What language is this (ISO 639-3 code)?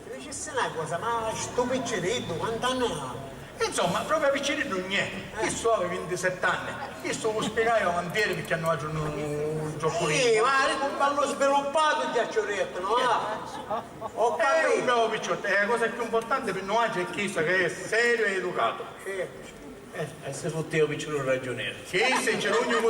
scn